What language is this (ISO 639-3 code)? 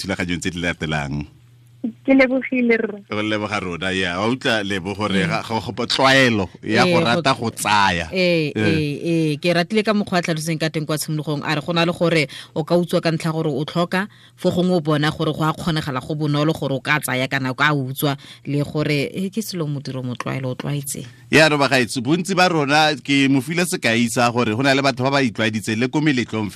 tsn